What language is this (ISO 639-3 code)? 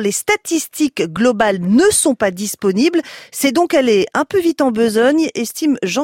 fra